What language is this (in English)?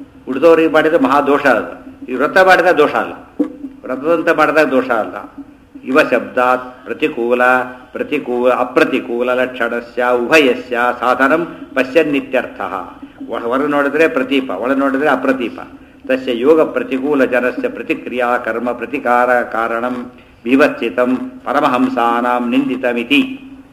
Kannada